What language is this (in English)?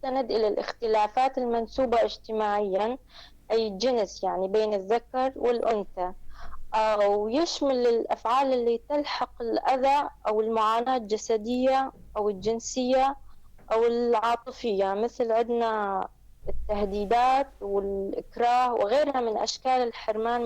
North Levantine Arabic